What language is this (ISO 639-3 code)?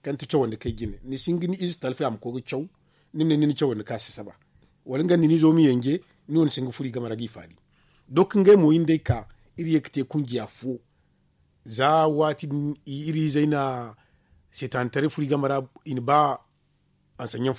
dje